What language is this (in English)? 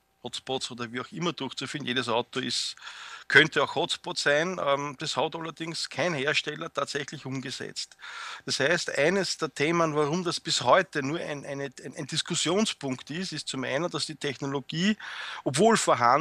German